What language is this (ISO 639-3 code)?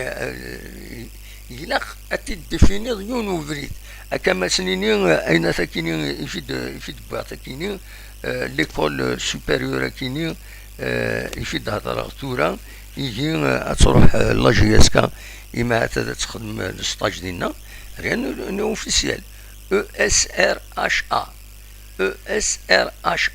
kab